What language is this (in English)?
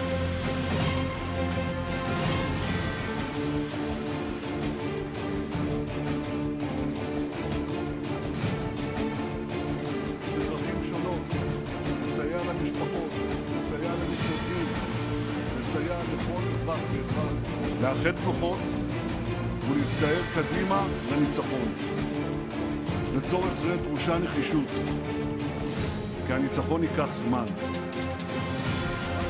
Hebrew